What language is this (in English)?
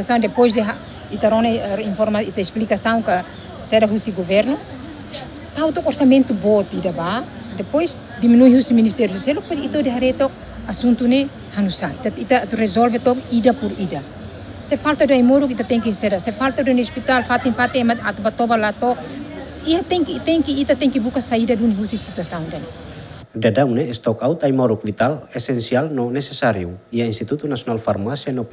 Tetum